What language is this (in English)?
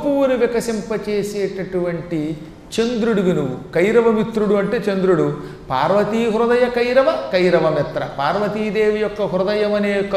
Telugu